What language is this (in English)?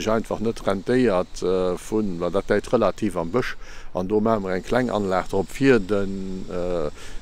Luxembourgish